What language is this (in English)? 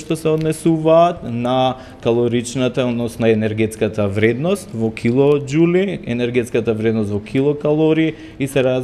Macedonian